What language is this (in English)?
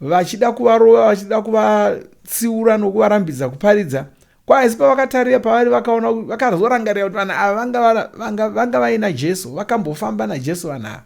Shona